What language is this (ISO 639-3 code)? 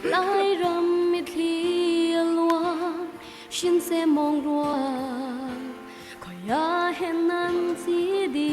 cnh